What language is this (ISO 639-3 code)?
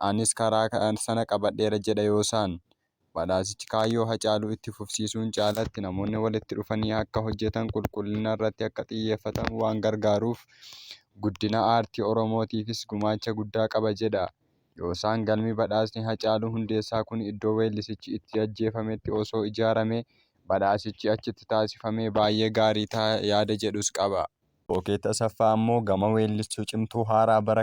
orm